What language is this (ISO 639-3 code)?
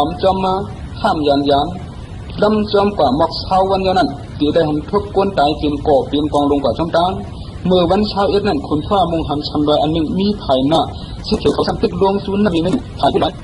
shn